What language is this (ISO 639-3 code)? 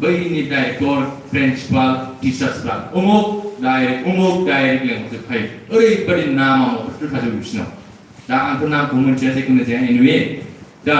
brx